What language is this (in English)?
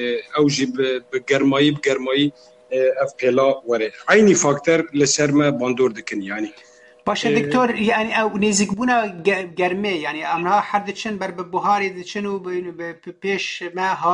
Kurdish